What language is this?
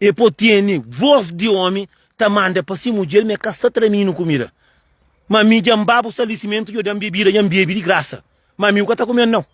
Kabuverdianu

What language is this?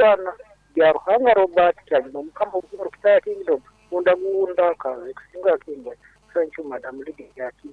Nyoro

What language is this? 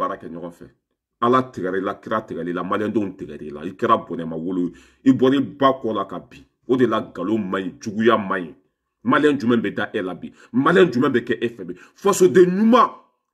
Bambara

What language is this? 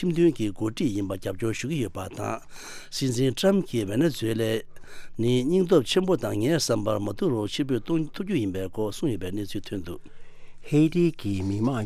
Tibetan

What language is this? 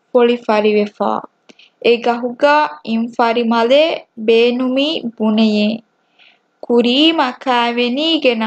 Divehi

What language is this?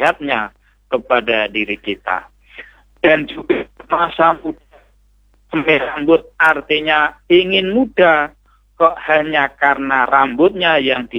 Indonesian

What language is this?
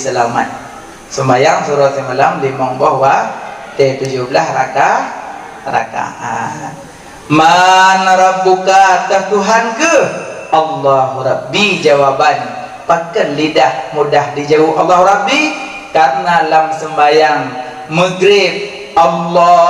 Achinese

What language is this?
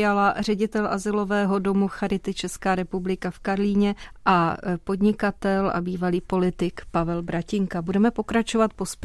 Czech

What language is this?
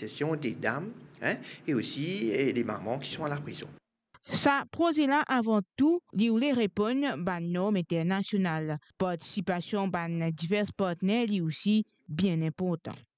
Morisyen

